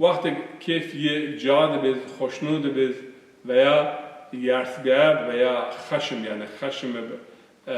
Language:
Zaza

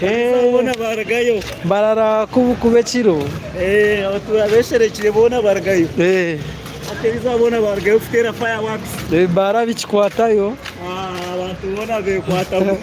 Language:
Nyankole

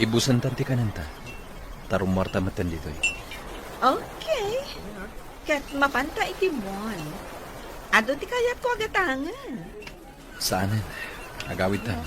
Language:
Iloko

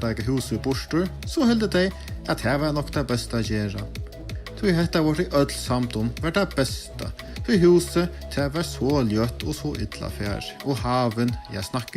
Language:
Faroese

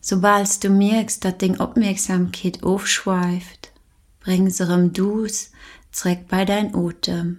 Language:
Luxembourgish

